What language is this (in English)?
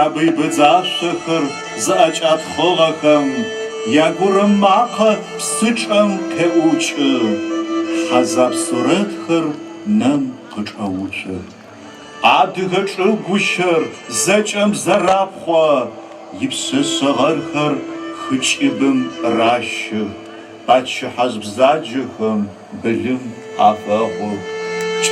Adyghe